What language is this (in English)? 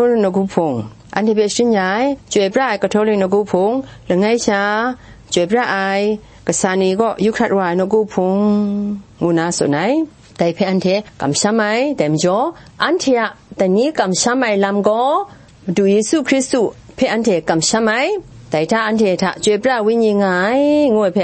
Kachin